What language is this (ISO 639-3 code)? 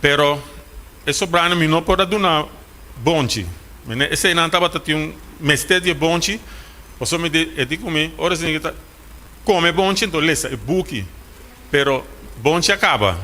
pap